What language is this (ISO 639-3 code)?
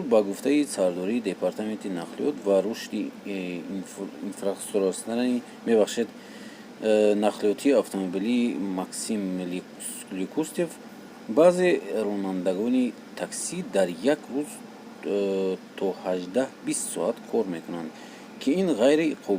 tgk